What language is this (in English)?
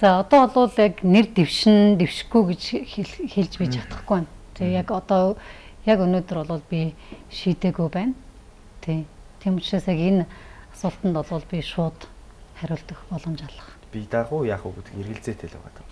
Mongolian